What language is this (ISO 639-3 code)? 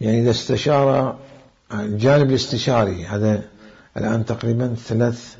acm